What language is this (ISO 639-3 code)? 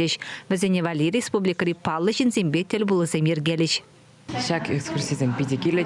chv